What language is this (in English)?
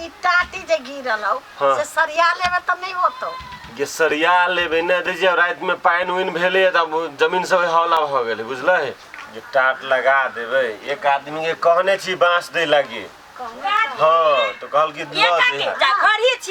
Maithili